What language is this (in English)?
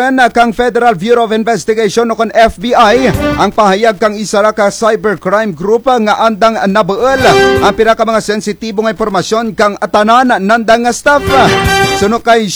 Kinaray-a